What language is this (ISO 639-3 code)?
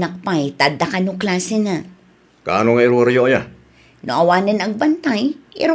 ilo